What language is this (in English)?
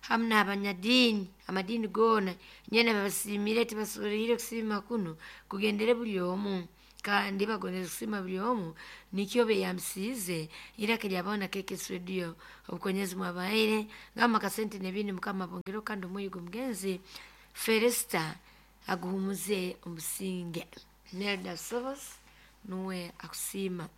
Nyoro